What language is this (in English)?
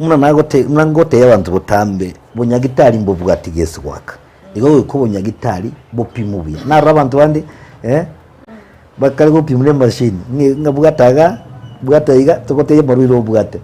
Gusii